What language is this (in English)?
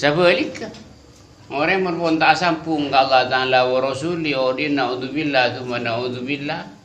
Madurese